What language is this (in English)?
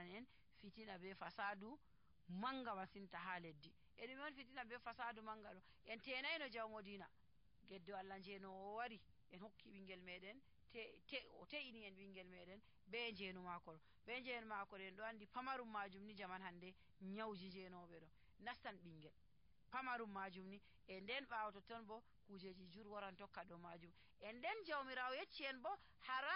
Nigerian Fulfulde